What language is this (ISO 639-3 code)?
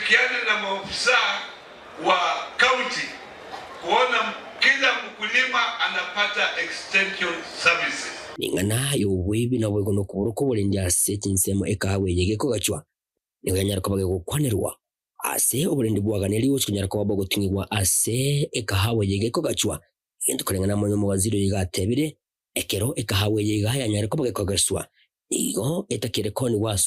guz